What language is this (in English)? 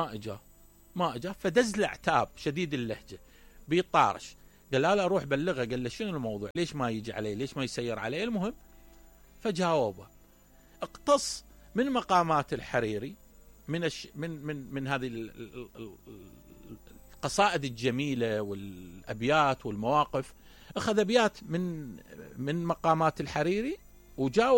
Mesopotamian Arabic